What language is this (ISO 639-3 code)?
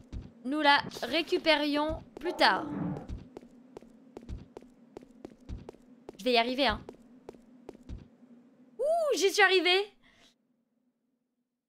fra